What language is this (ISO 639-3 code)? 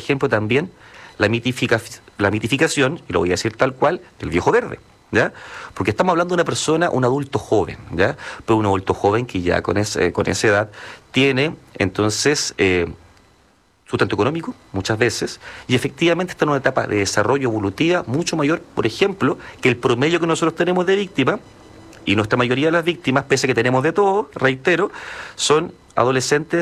spa